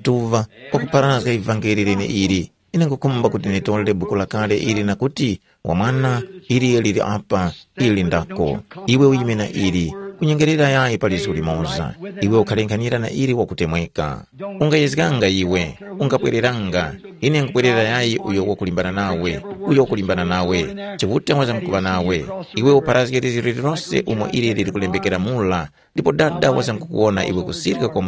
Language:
Tumbuka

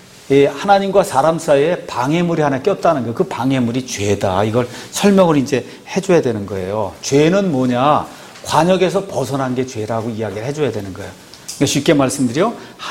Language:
Korean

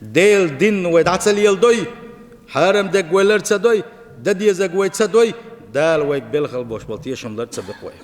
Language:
Chechen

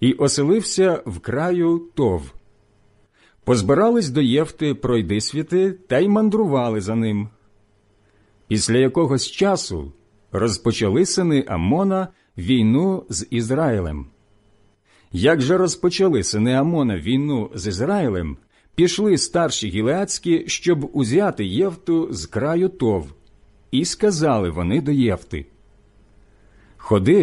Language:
Ukrainian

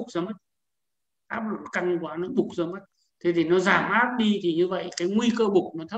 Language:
Vietnamese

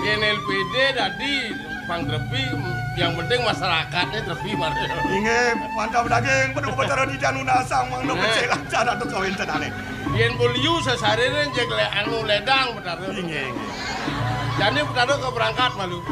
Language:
Balinese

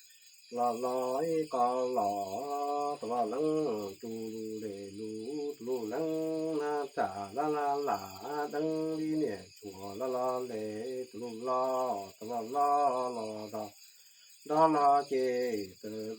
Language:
Hmong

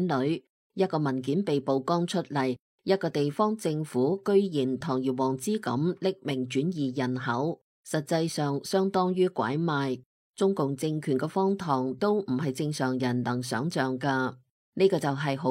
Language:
Cantonese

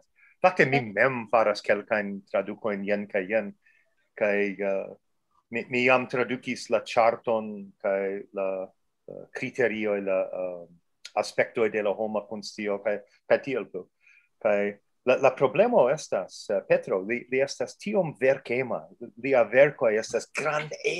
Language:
Esperanto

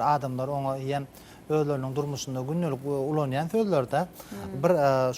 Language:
Turkmen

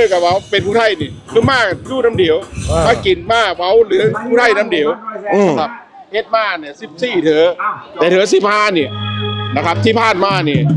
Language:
Northeastern Thai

